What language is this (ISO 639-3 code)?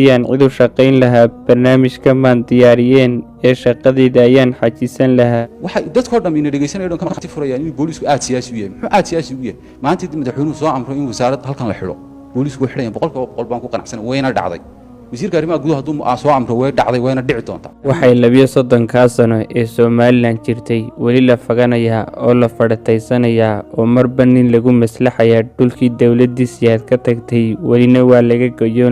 som